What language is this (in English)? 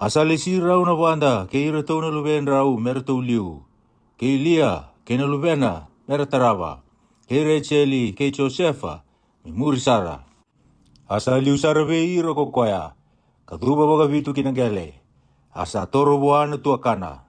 Fijian